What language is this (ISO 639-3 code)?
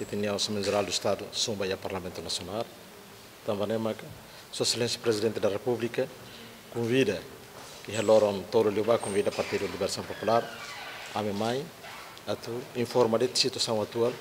tet